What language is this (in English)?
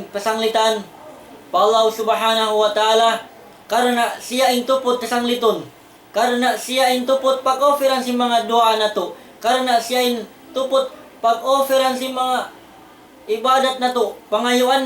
Tausug